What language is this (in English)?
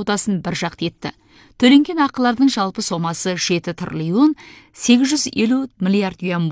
Kazakh